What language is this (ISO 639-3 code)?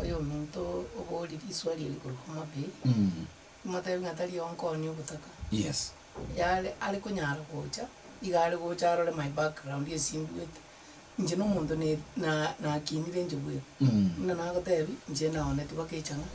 guz